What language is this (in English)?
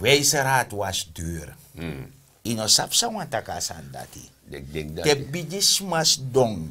Sranan Tongo